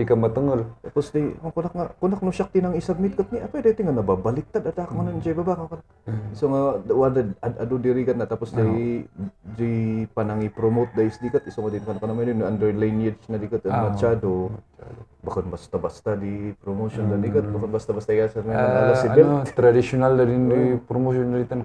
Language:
Kankanaey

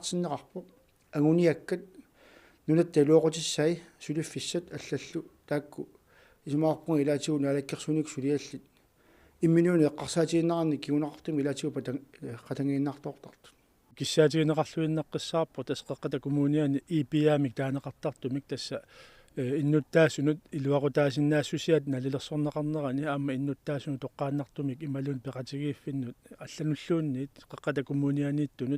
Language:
Kalaallisut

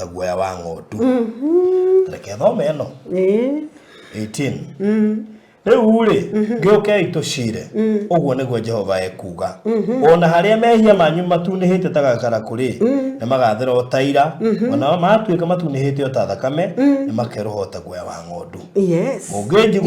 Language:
Kikuyu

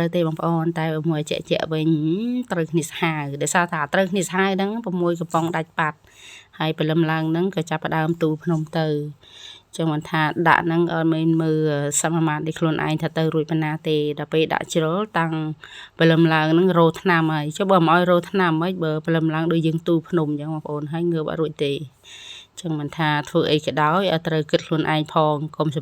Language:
Khmer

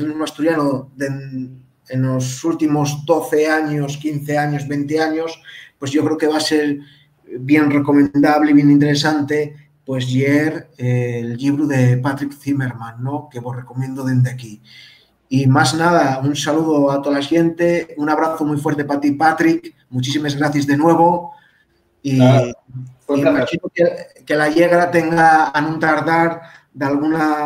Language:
Asturian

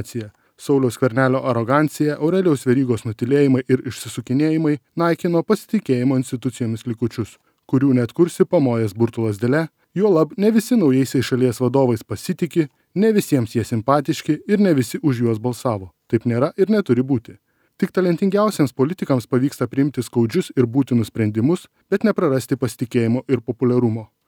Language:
Lithuanian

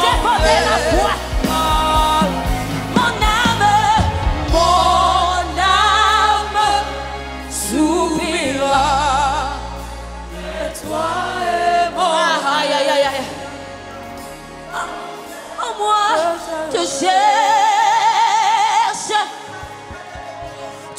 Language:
French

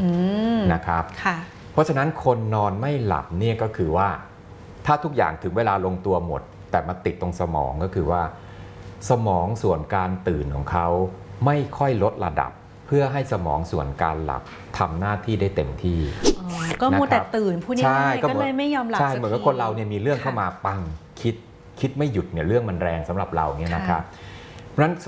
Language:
Thai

